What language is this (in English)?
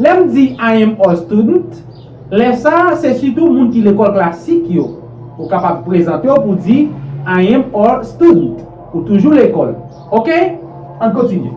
Haitian Creole